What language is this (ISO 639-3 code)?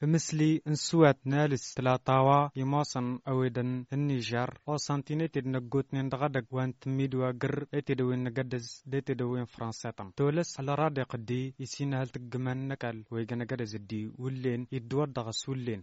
taq